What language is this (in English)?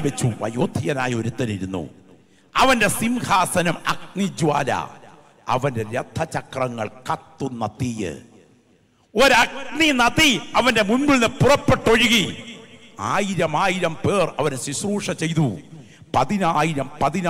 Malayalam